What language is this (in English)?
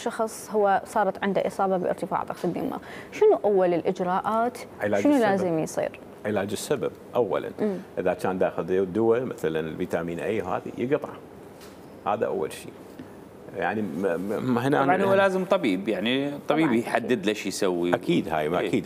Mesopotamian Arabic